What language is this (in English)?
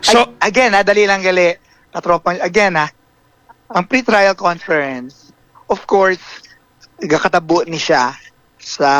Hiligaynon